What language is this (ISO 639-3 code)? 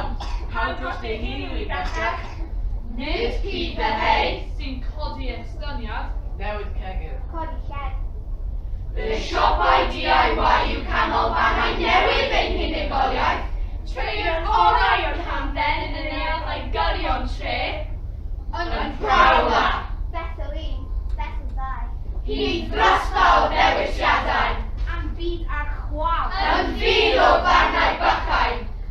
cym